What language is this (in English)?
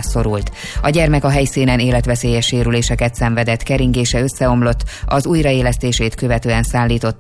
Hungarian